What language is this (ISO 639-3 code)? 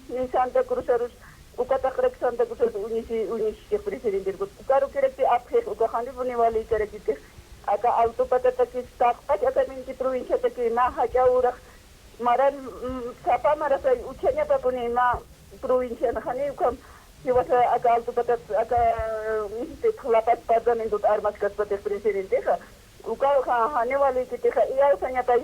aym